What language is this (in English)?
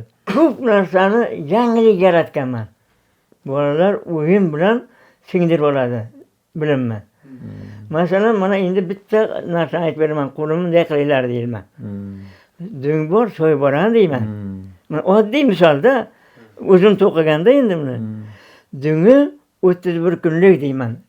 Uzbek